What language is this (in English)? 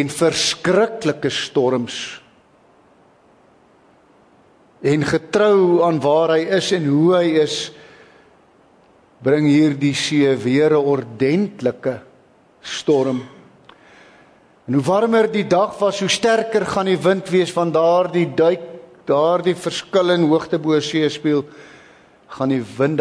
Afrikaans